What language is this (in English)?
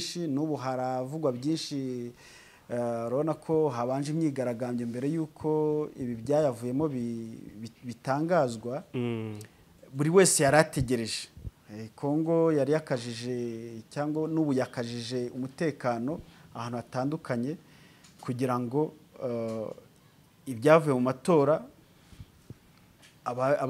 Kinyarwanda